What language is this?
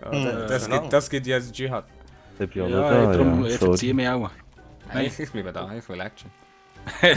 Swiss German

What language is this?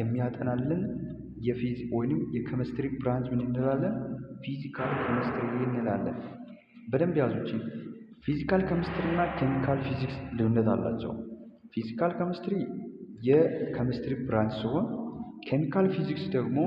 Amharic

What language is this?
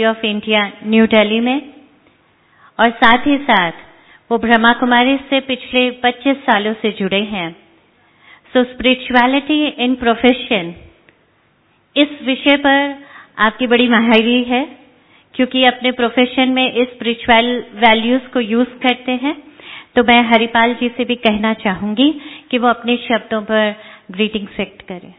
Hindi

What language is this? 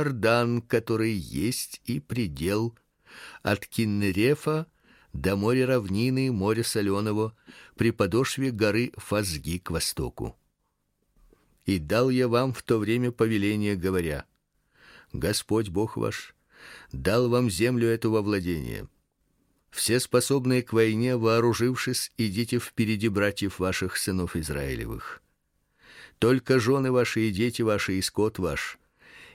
Russian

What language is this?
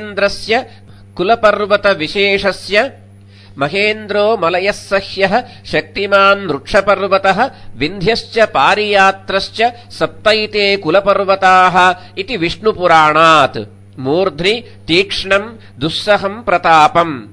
Sanskrit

